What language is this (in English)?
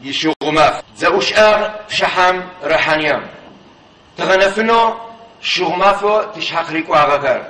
Adyghe